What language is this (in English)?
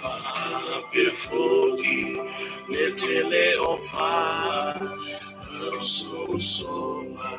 Samoan